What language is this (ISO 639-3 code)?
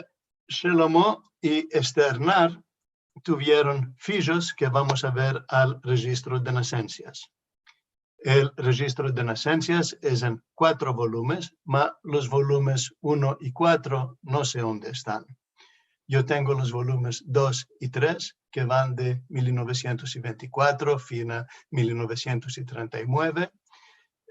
lad